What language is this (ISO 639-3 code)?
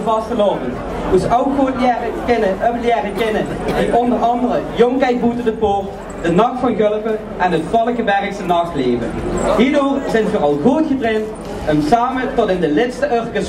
lim